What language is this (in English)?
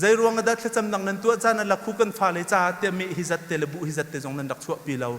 Hakha Chin